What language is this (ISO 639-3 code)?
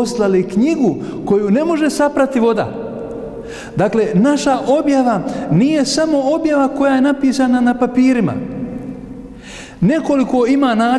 bos